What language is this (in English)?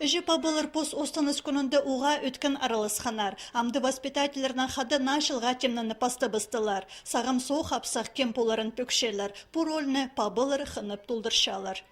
Khakas